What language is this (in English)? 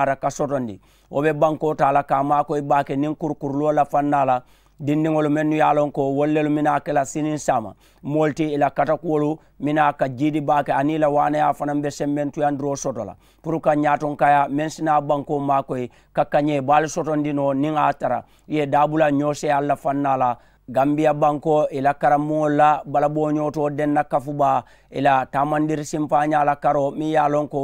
Mandingo